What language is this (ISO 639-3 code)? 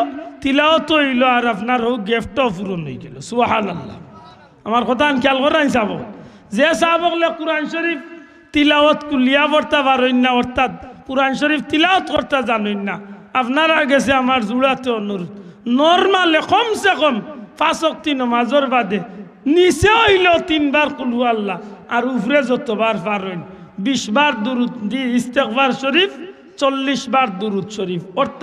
syl